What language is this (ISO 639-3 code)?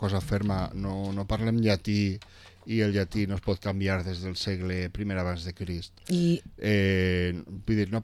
cat